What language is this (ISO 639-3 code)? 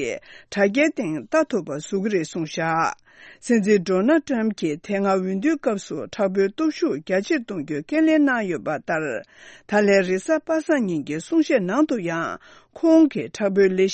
bod